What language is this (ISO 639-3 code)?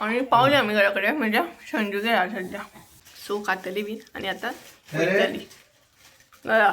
kok